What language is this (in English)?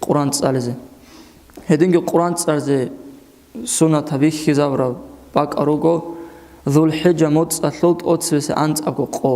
Avaric